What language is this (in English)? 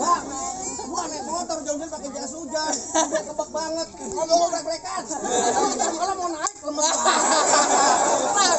Betawi